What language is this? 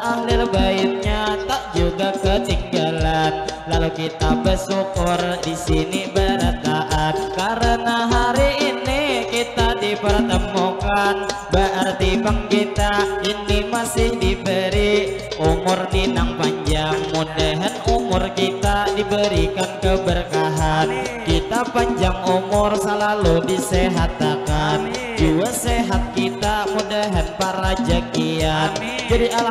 Banjar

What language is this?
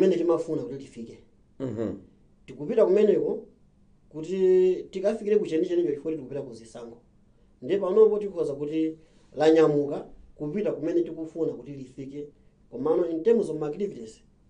Nyanja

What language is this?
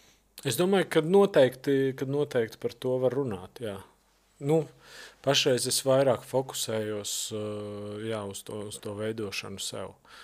Latvian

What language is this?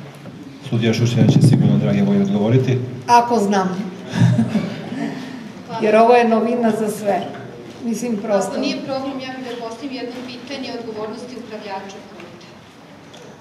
Serbian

